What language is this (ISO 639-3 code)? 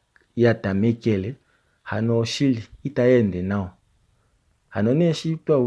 kua